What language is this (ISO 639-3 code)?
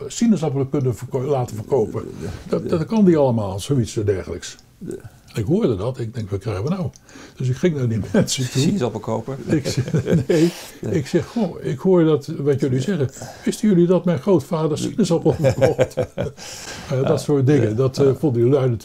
nld